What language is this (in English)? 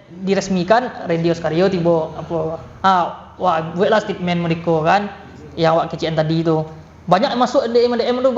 Minangkabau